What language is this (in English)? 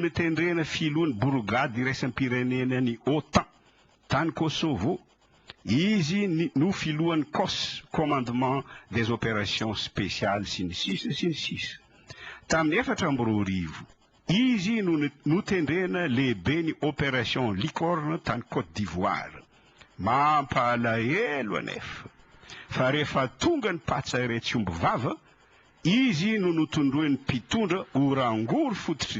Malagasy